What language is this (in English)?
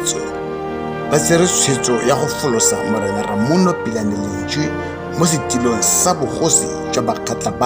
Tswana